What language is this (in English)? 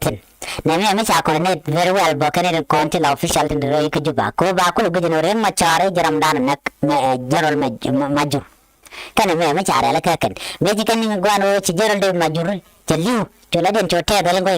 Nuer